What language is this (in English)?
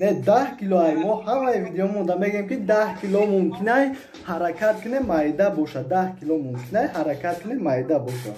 Tajik